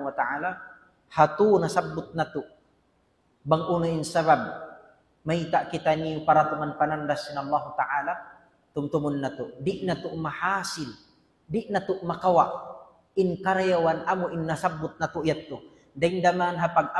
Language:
Tausug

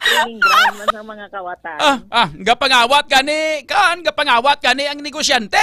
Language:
Hiligaynon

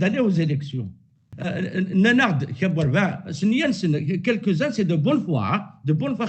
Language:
Kabyle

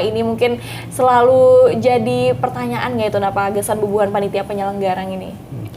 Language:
Banjar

